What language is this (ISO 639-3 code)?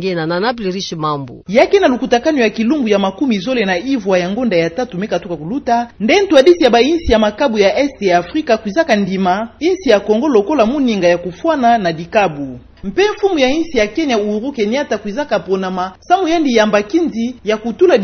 ktu